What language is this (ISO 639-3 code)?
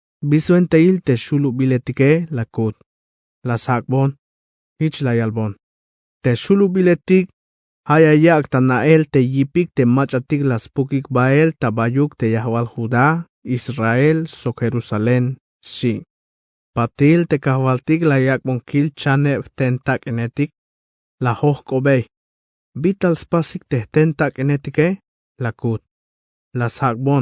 tzh